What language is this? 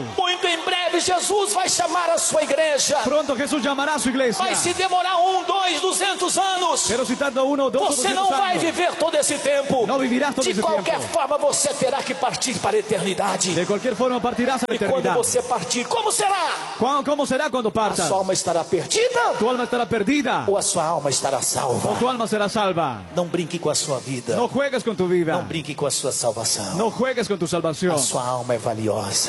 Portuguese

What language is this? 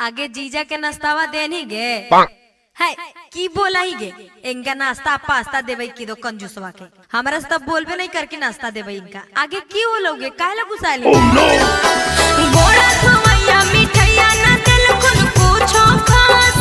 Magahi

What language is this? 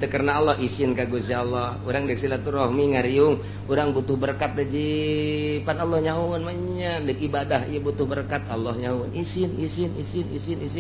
Sundanese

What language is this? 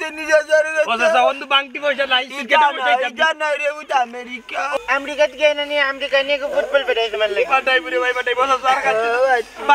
Sylheti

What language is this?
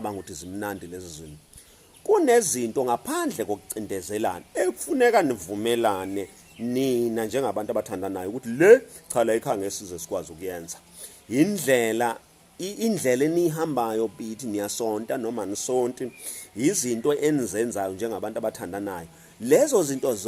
Zulu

